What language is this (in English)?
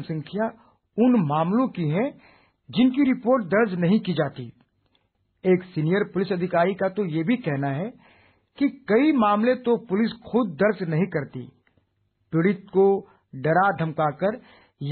Hindi